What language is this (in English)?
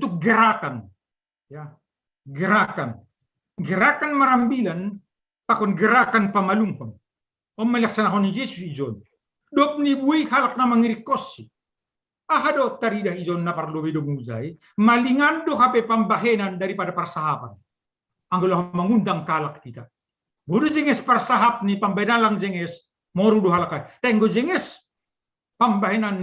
Batak Simalungun